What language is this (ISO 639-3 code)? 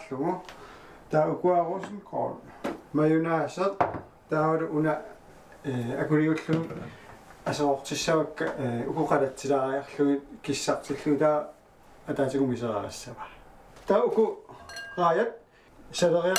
kal